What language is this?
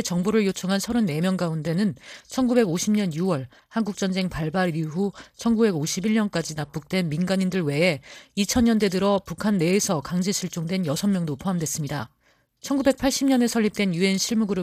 Korean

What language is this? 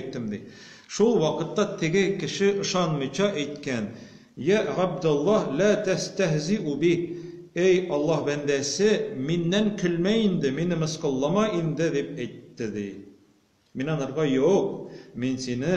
Tatar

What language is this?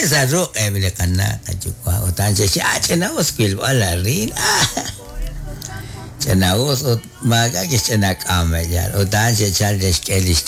Kekchí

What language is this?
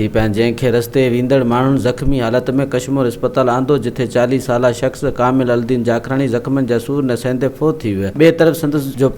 Sindhi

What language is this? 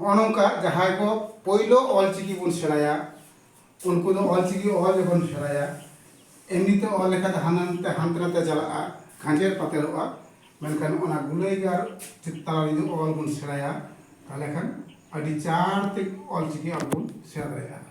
Santali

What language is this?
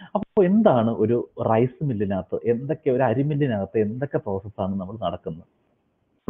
Malayalam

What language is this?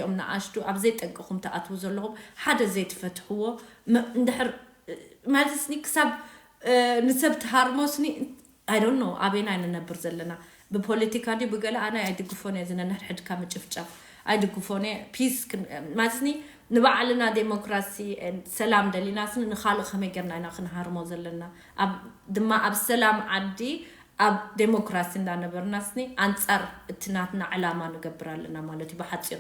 Tigrinya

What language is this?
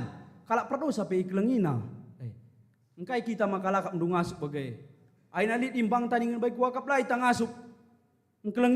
Batak Karo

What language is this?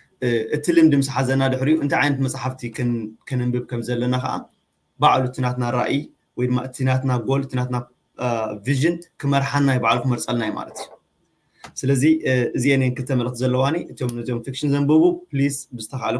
Tigrinya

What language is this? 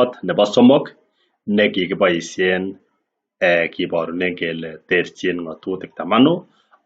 Kalenjin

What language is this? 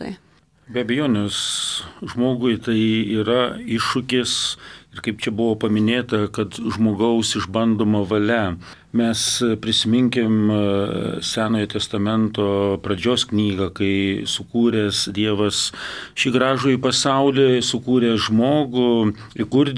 Lithuanian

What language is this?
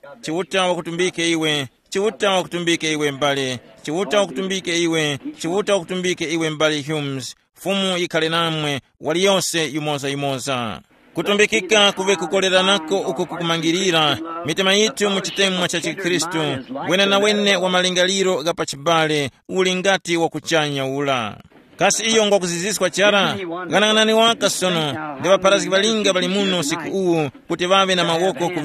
Tumbuka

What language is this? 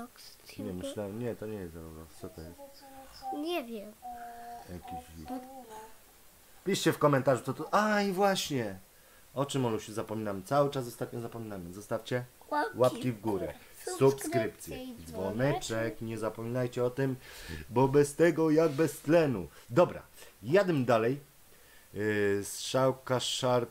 Polish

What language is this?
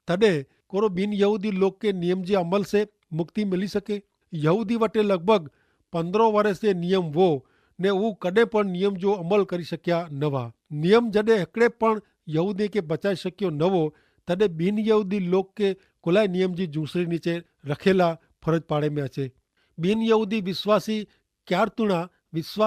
Kachhi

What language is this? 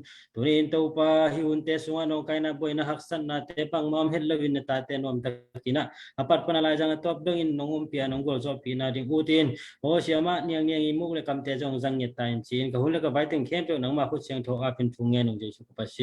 Tedim Chin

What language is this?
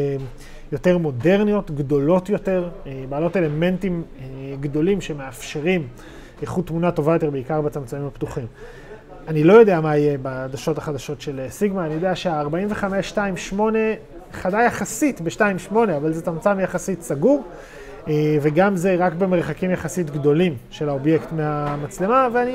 Hebrew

